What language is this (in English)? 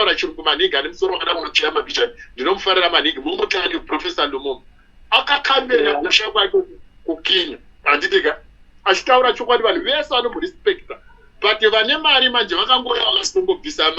Shona